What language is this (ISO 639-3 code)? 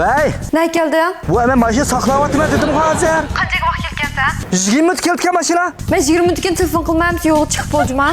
uig